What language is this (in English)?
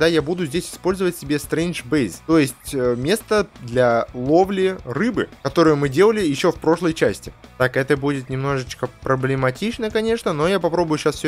Russian